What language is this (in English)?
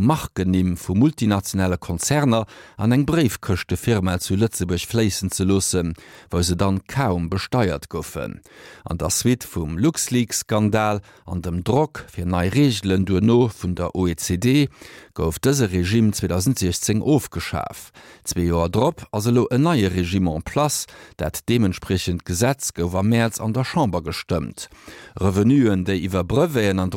Luxembourgish